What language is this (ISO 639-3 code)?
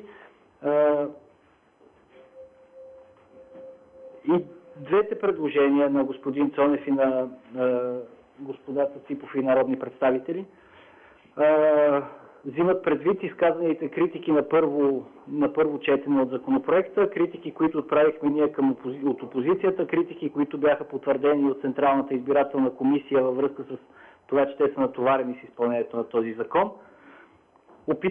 bul